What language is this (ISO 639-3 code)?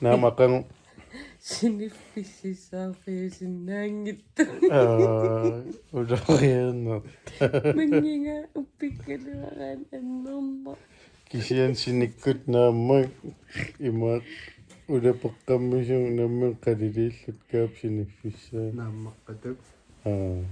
kal